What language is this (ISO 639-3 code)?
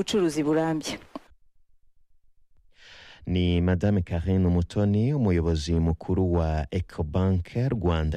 kin